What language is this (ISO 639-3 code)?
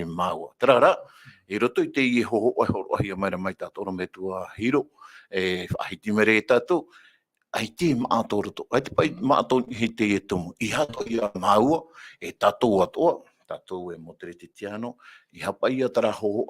tah